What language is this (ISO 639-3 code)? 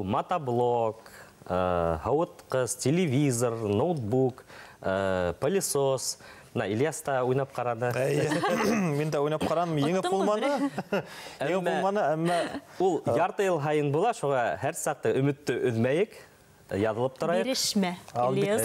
bak